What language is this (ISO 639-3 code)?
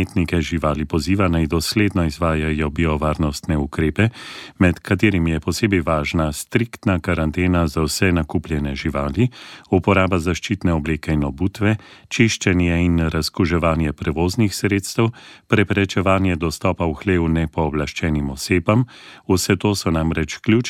slv